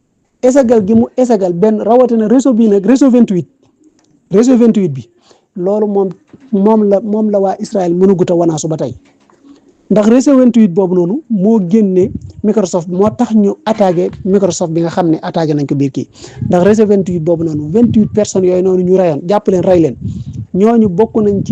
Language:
Wolof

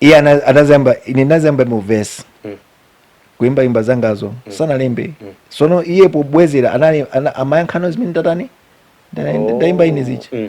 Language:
Nyanja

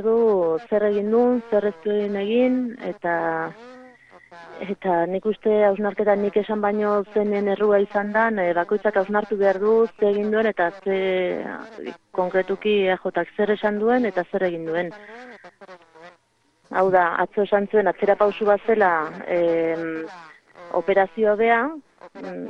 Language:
Basque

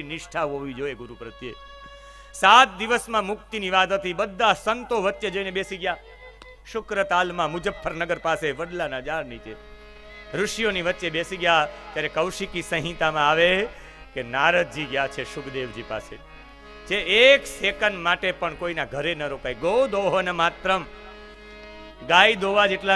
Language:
Gujarati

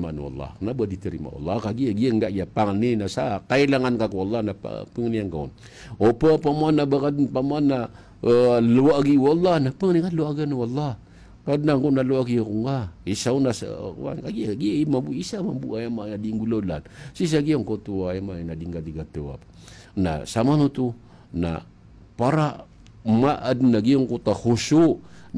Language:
Maranao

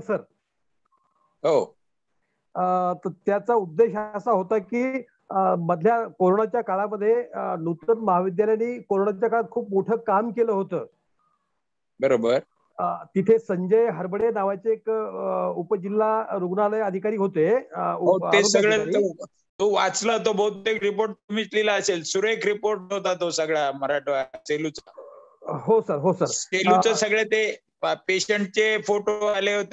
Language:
Marathi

